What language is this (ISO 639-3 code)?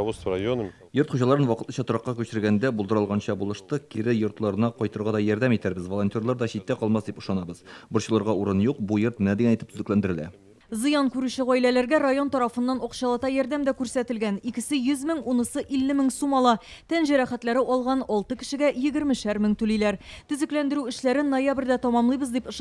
tat